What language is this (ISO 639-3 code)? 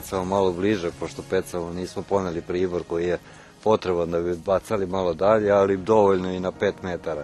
srp